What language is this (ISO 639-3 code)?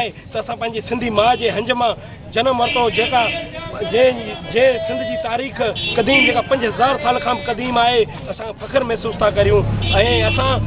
snd